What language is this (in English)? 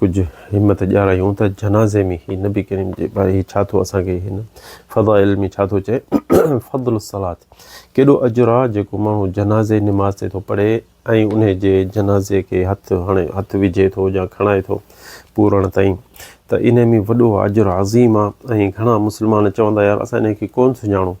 Sindhi